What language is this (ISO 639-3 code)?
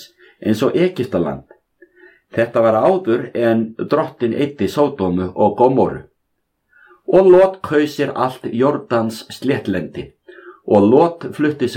isl